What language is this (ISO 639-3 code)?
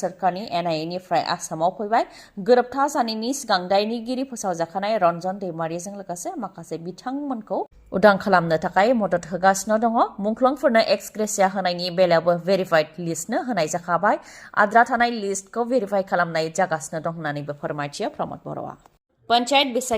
brx